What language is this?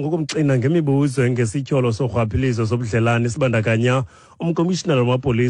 Xhosa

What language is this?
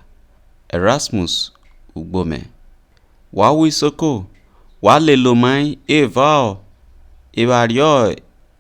Isoko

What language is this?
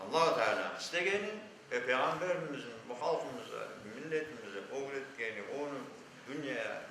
Crimean Tatar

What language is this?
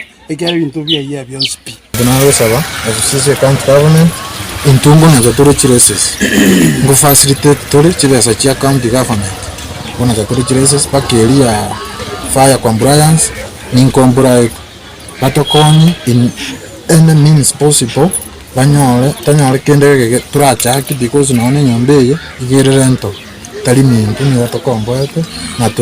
Gusii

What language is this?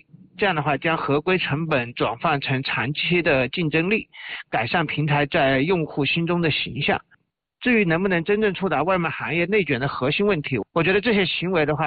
Chinese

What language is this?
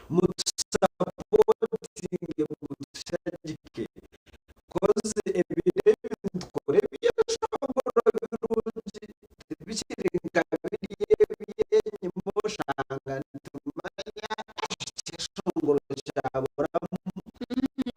Nyankole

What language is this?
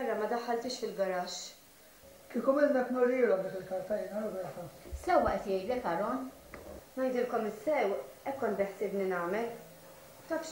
Maltese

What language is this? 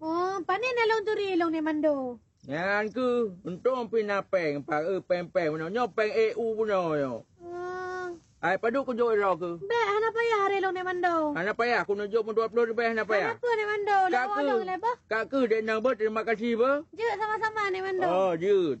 Achinese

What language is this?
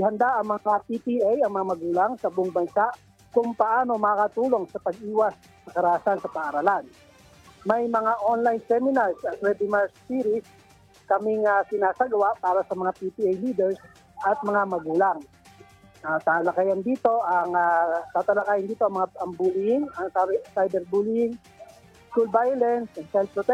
Filipino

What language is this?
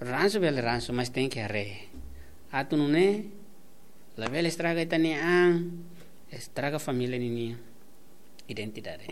Tetum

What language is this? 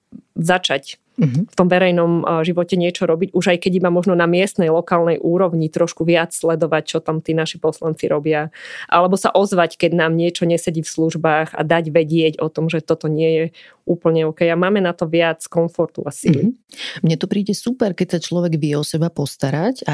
Slovak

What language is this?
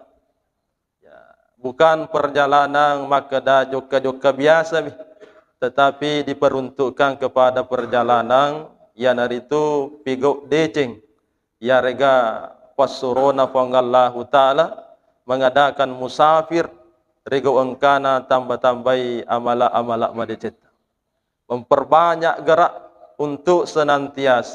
Buginese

